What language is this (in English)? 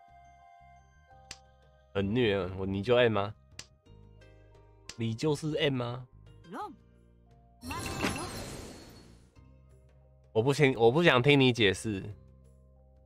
Chinese